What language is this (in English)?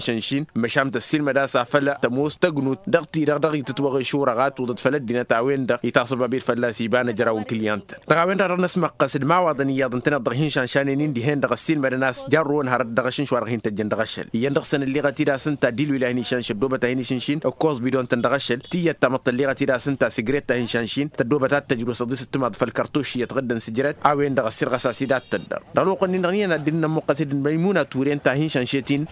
Tamasheq